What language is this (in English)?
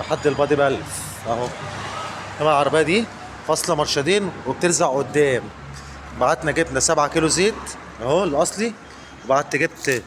Egyptian Arabic